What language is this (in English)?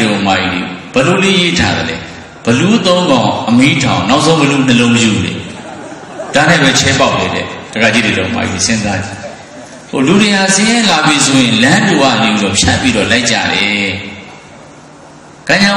Burmese